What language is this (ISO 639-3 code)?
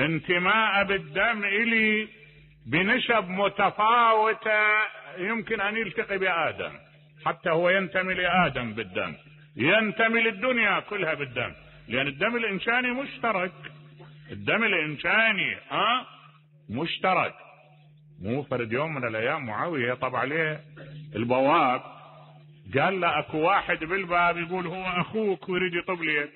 acm